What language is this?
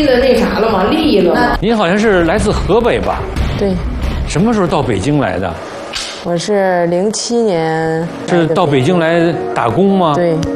Chinese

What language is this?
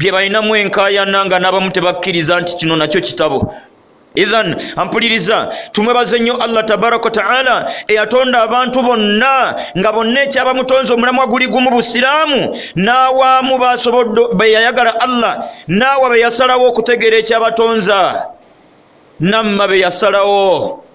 Ganda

